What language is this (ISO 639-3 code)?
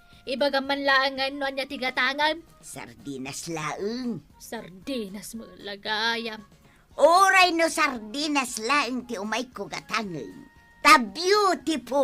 ilo